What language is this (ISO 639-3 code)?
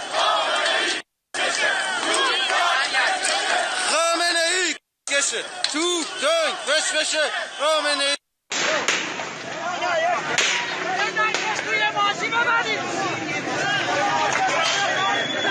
fas